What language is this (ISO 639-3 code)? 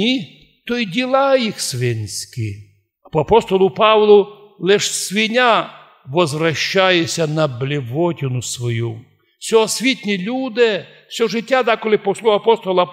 rue